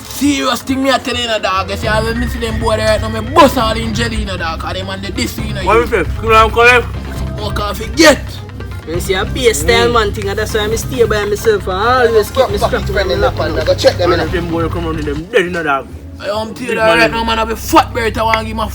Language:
Jamaican Creole English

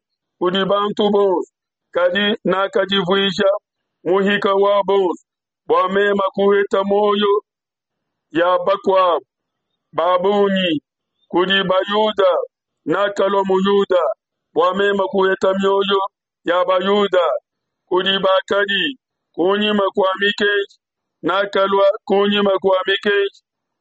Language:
Luba-Lulua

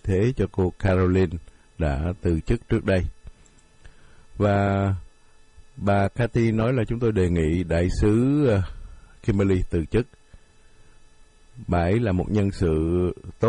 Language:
Vietnamese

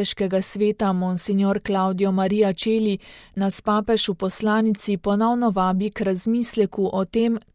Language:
Slovenian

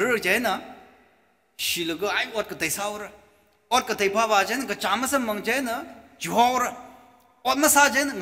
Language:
Tangkhul Naga (India)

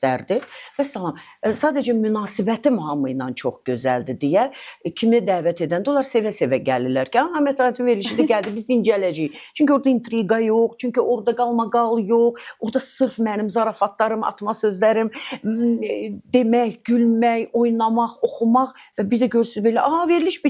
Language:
Azerbaijani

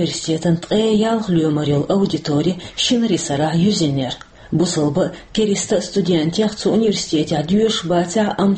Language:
Chechen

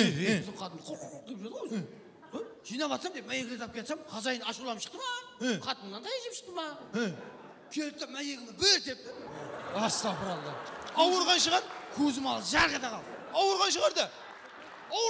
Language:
Kara-Kalpak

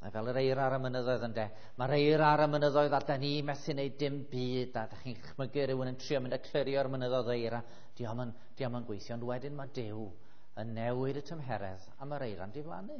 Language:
Welsh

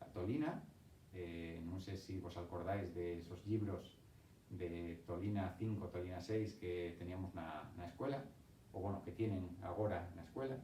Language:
Asturian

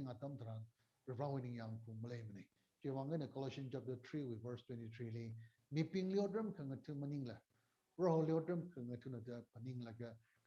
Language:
Tangkhul Naga (India)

